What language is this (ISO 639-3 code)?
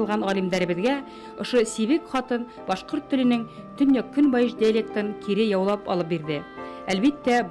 bak